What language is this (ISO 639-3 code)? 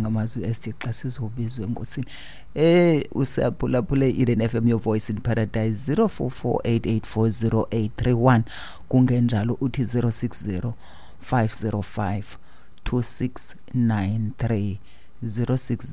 xho